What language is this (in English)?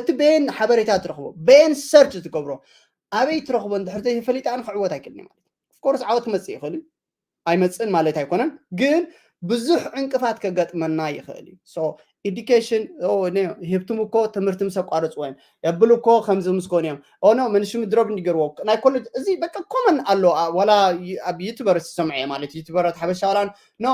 Tigrinya